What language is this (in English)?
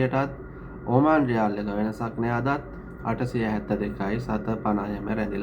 Sinhala